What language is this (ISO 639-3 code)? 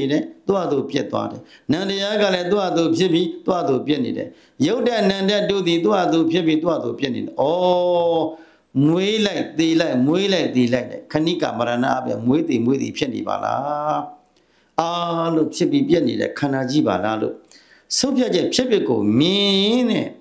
mya